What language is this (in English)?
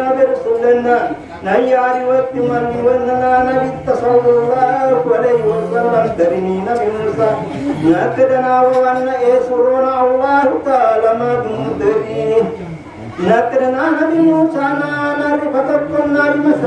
Buginese